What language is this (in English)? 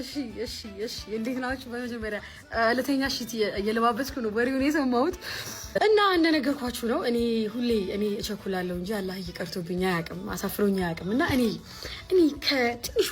Amharic